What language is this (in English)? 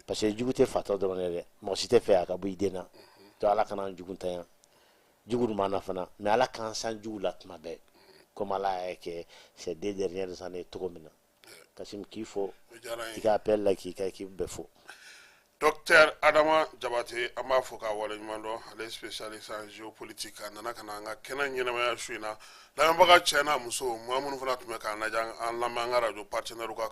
Bambara